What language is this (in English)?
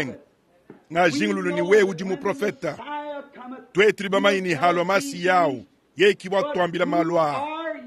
Luba-Lulua